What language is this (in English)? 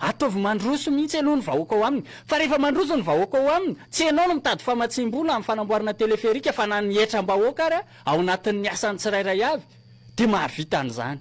Malagasy